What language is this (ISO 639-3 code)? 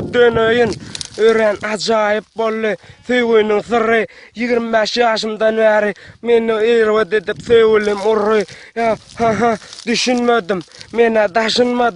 tuk